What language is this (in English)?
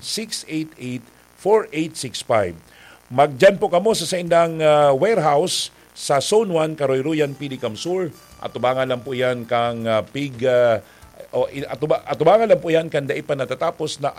Bikol